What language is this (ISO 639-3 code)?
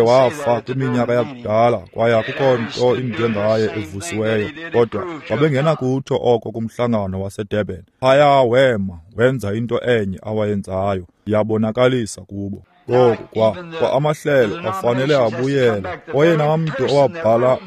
xho